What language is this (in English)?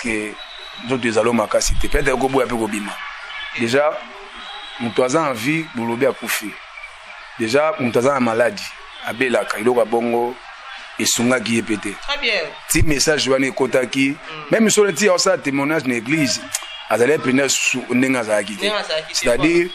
Lingala